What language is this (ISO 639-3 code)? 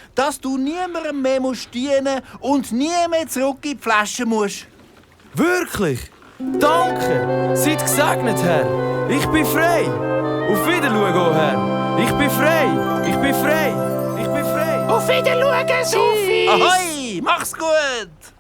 gsw